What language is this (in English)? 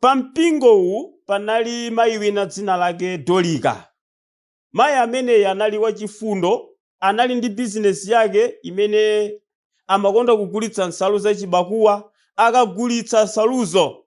Nyanja